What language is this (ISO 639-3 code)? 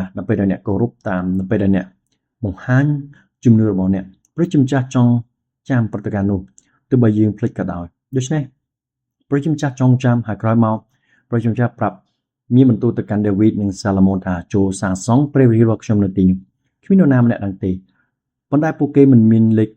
khm